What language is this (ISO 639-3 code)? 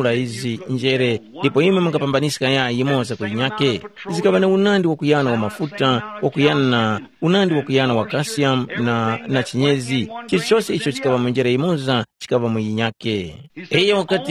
tum